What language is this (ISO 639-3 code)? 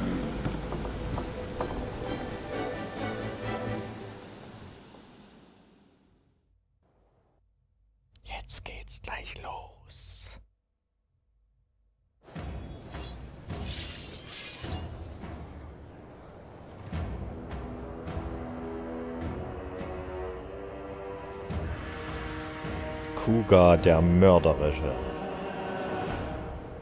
deu